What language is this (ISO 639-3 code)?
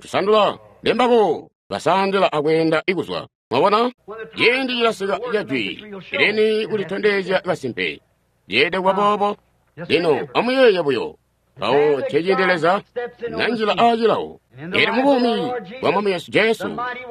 toi